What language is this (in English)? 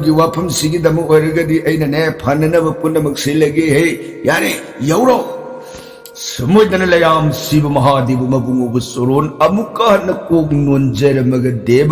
Manipuri